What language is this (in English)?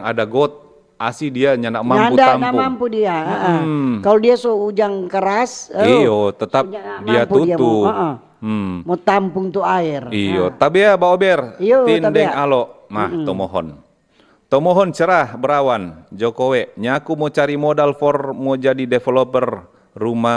Manado Malay